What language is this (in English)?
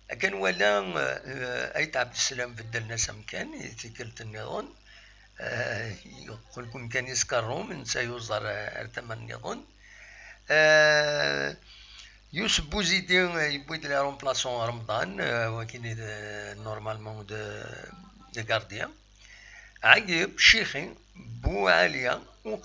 Kabyle